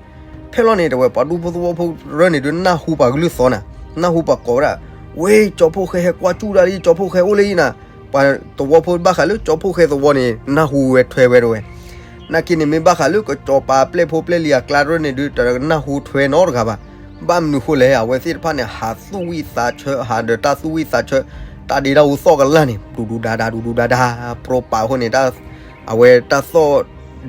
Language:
S'gaw Karen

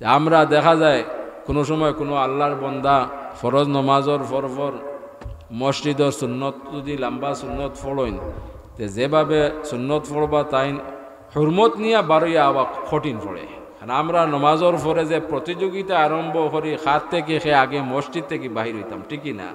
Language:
Sylheti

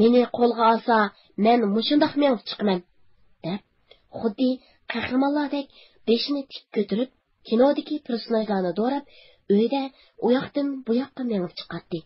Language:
Uyghur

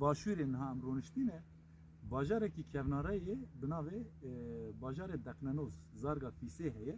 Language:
Kurdish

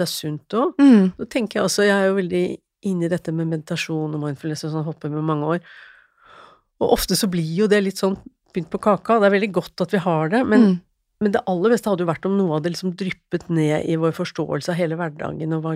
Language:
Norwegian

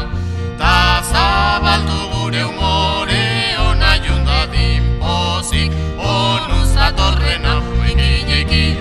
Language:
Basque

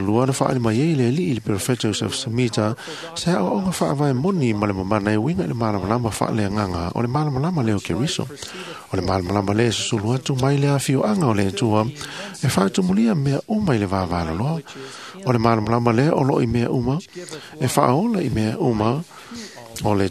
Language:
Samoan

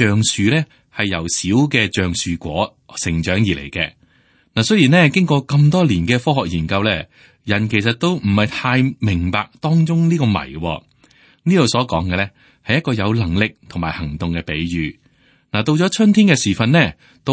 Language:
Cantonese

